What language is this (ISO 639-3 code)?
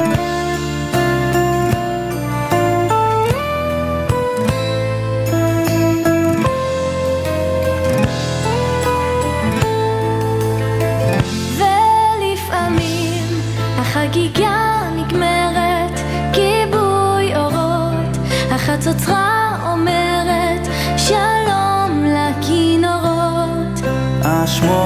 heb